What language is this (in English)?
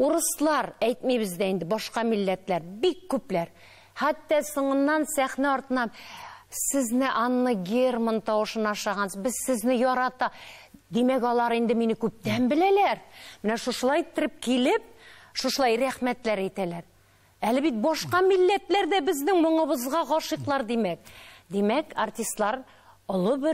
Tatar